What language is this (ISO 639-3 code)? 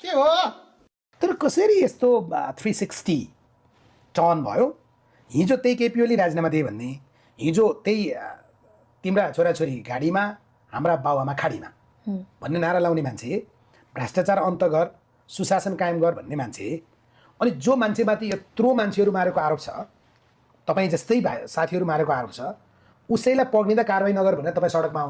nep